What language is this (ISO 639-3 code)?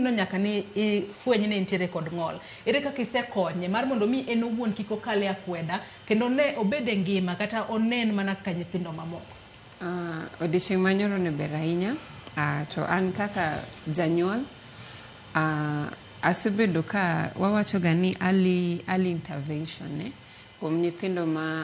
luo